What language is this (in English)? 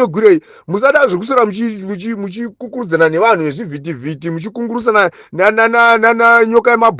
Shona